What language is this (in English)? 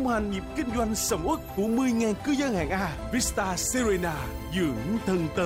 Vietnamese